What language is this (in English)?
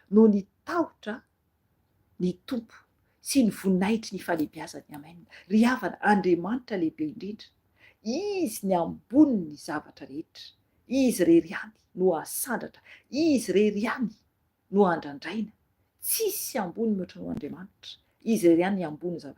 Malagasy